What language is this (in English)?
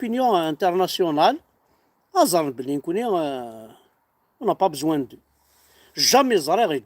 Kabyle